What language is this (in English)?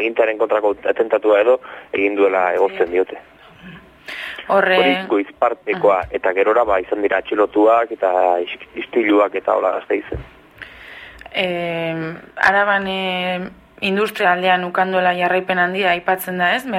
Basque